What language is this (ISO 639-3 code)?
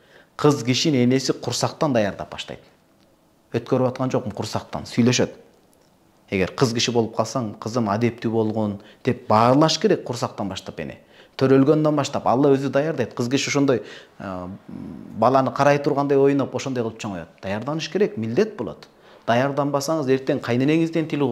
kir